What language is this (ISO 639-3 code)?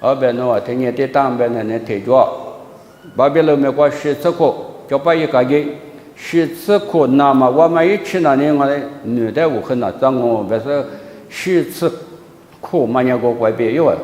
lis